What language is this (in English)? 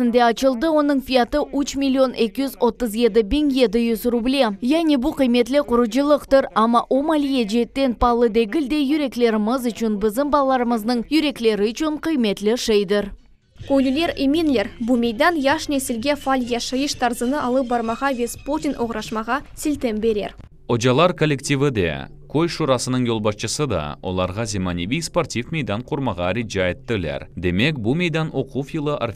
Crimean Tatar